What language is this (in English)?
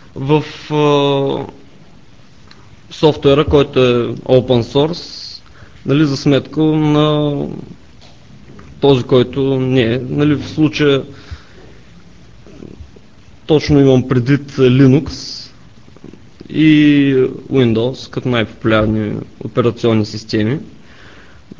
Bulgarian